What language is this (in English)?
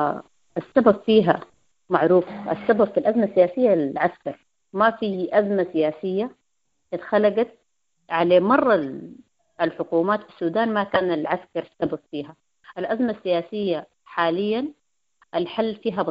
Sudanese Arabic